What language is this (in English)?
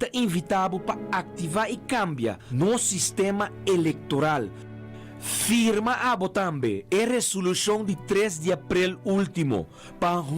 Papiamento